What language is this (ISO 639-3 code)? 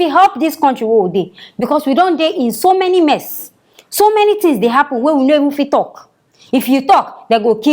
pcm